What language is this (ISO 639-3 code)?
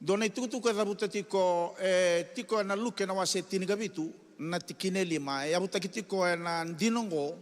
fij